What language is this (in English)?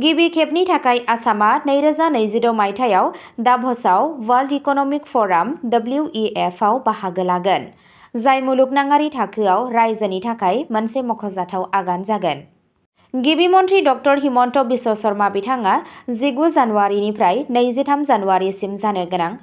Bodo